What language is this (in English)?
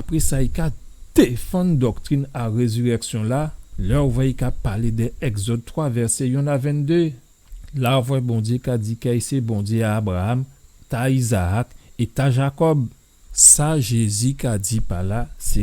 Guadeloupean Creole French